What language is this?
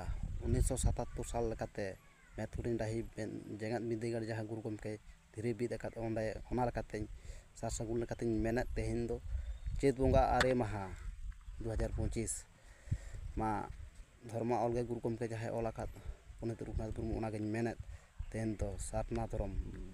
Santali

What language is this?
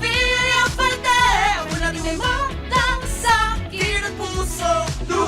Bikol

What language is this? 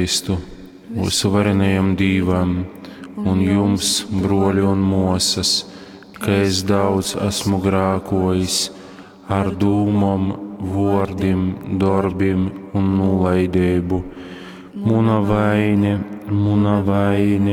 Latgalian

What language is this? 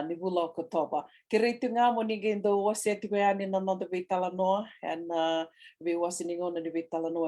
Fijian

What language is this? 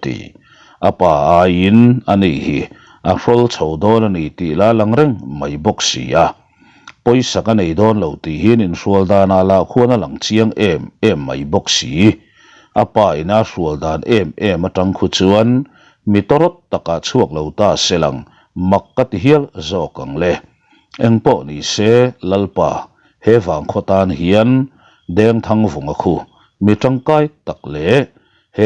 Mizo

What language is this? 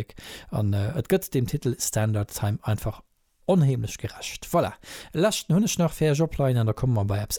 Luxembourgish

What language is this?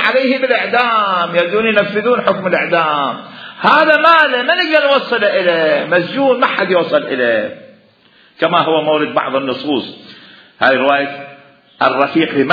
Mesopotamian Arabic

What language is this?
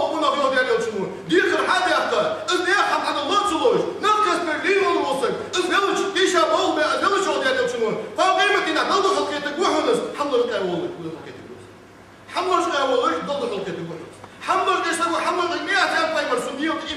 Ingush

